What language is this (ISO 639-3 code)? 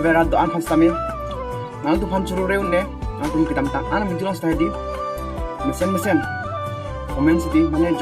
mjw